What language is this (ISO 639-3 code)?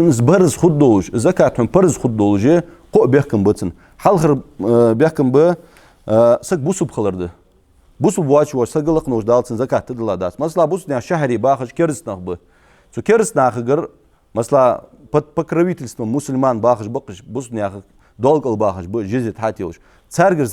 inh